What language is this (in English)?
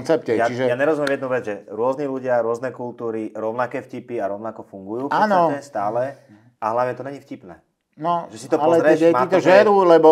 Slovak